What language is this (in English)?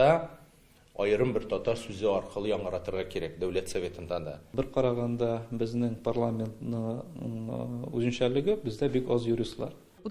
Tatar